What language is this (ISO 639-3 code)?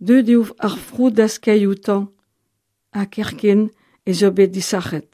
bre